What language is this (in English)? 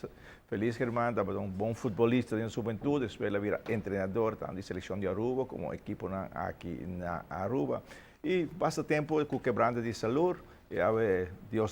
Papiamento